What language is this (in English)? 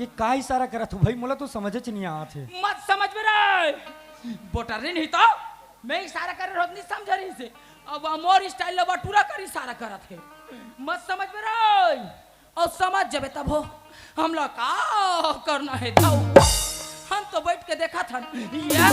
Chhattisgarhi